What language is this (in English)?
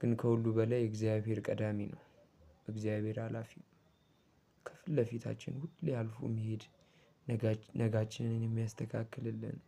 Amharic